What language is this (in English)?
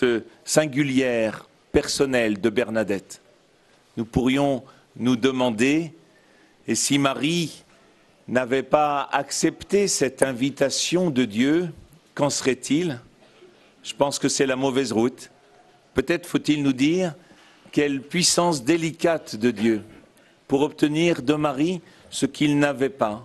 French